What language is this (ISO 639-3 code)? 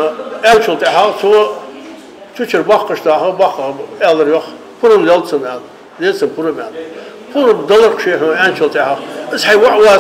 inh